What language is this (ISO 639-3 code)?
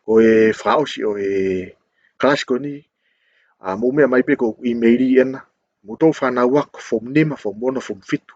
ton